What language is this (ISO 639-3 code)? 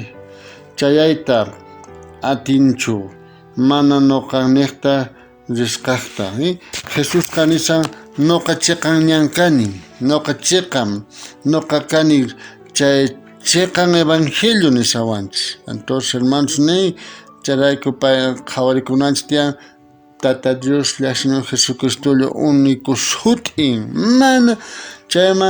quh